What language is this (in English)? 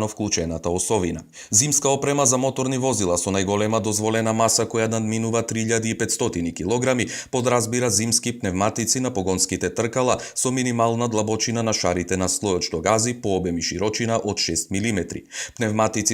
Macedonian